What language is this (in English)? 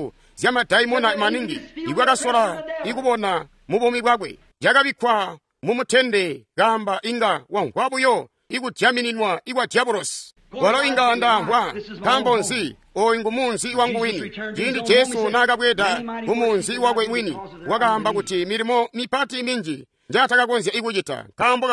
Tonga (Zambia)